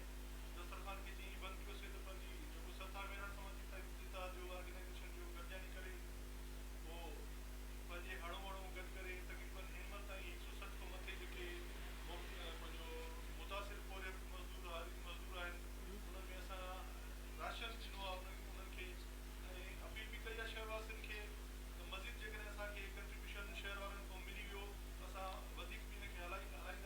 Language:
Sindhi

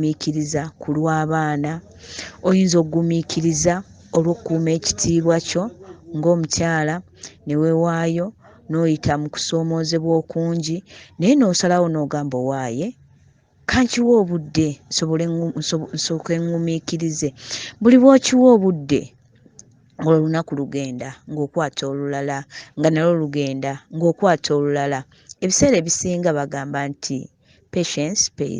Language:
Ganda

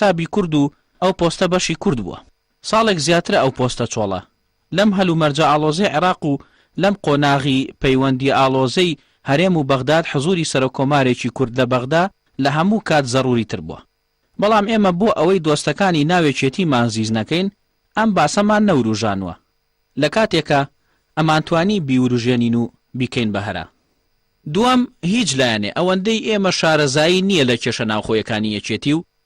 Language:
Central Kurdish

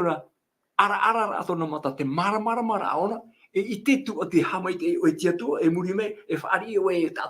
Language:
Tahitian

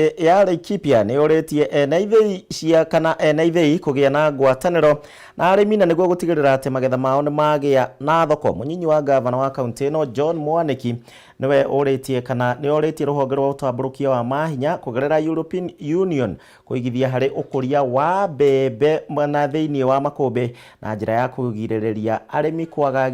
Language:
Kikuyu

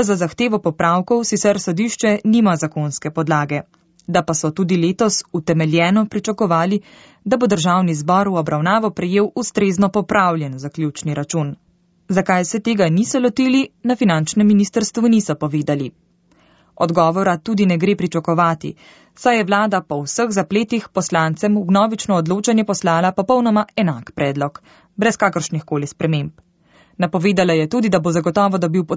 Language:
Slovenian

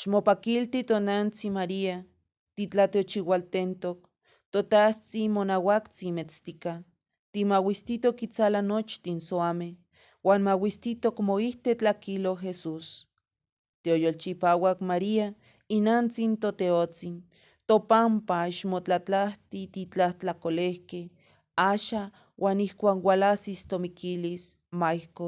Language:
Eastern Huasteca Nahuatl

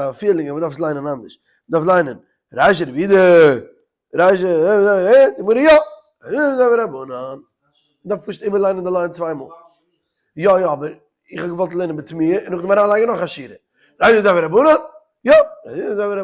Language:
Yiddish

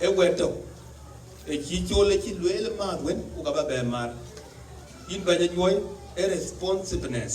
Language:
Dinka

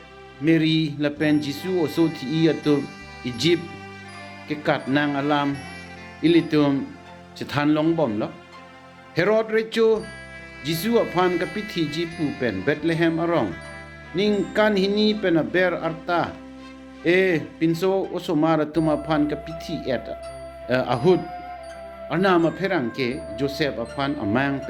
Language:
Karbi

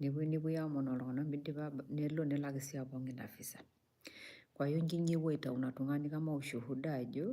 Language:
Masai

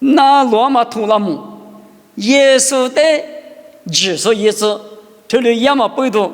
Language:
Lisu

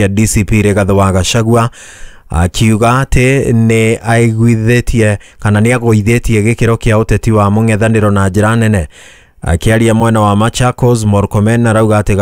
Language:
Kikuyu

